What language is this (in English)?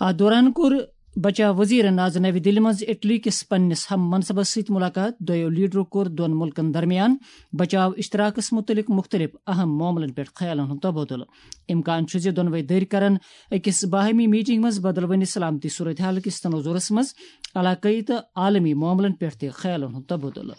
Kashmiri